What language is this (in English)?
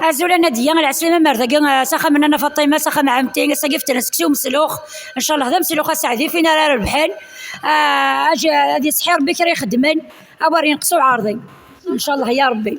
Kabyle